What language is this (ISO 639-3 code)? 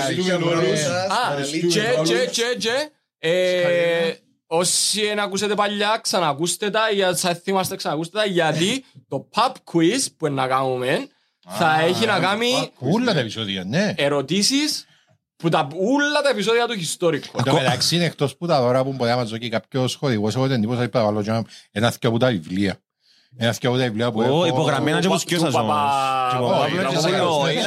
ell